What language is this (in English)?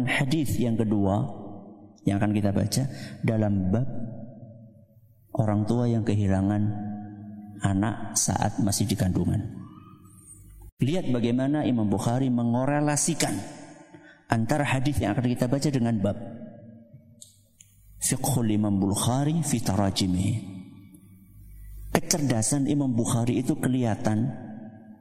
Indonesian